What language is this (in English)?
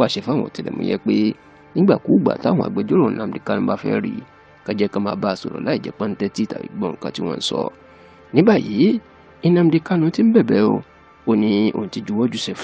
Yoruba